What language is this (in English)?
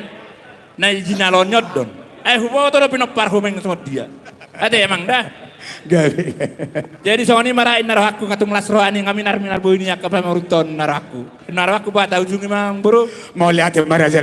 Batak Toba